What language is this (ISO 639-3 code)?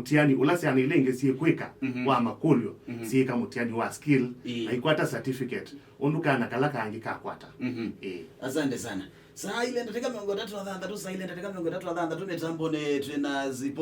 kam